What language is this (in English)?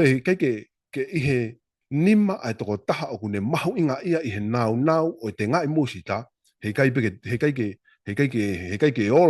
Tongan